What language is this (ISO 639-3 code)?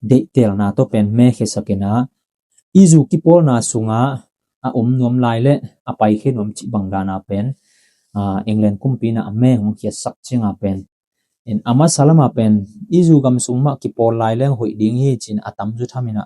ctd